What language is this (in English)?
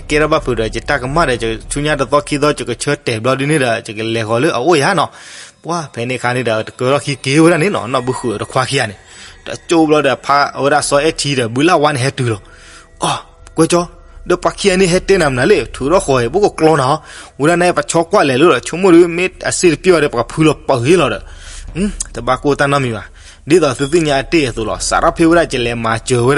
S'gaw Karen